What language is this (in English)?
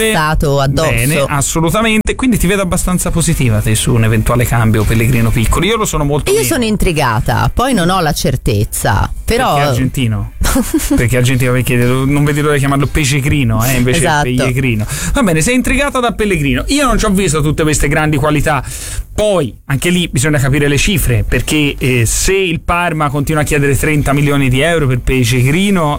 Italian